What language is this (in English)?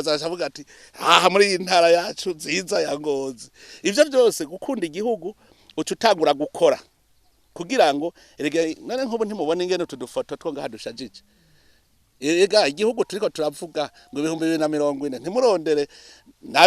Rundi